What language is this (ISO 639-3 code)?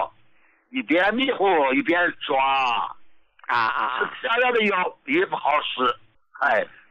zho